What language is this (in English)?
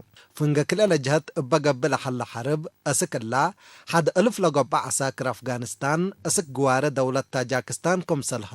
Tigre